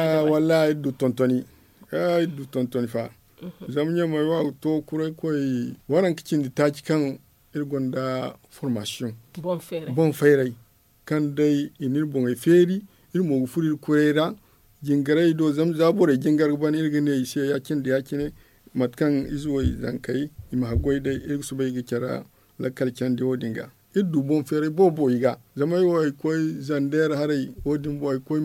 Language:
Zarma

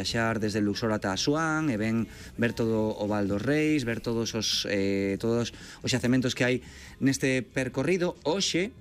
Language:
Galician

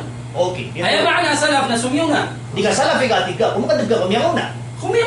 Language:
Maranao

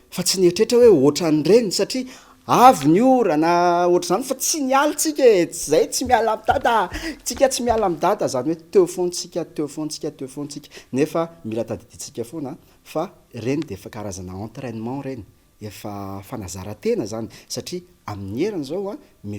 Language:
Malagasy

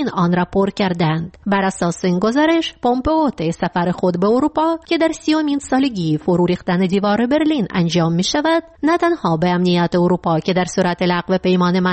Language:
Persian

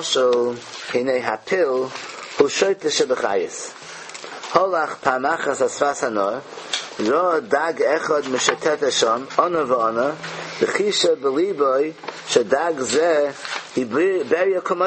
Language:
Yiddish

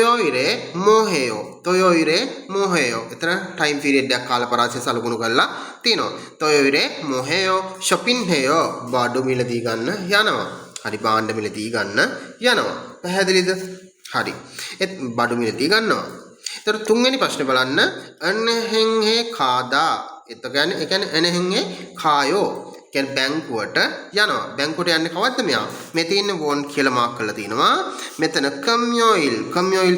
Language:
Sinhala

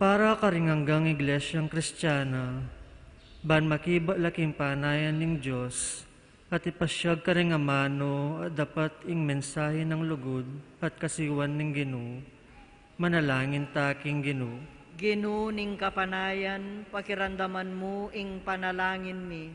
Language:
Pampanga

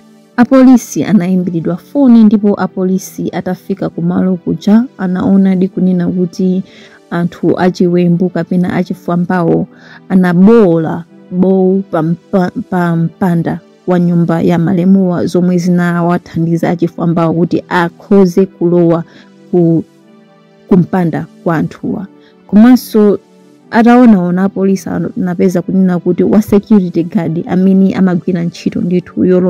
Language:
Nyanja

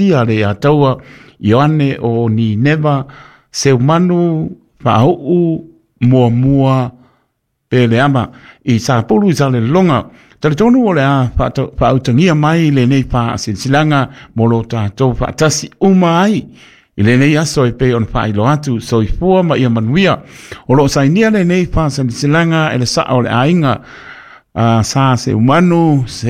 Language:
Samoan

